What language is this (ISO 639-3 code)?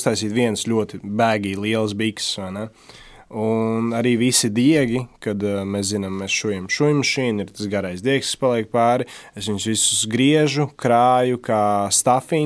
lav